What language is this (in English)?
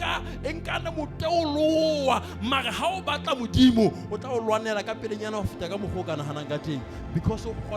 Southern Sotho